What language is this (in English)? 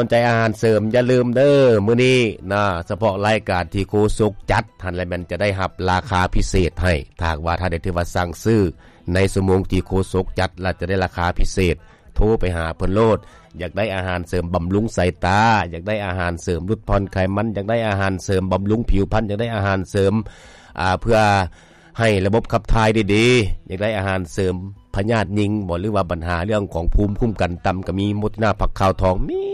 Lao